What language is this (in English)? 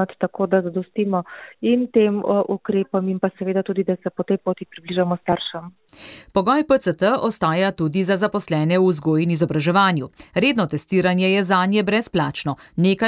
Slovenian